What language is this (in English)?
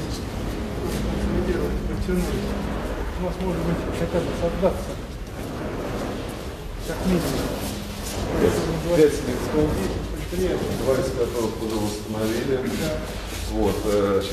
Russian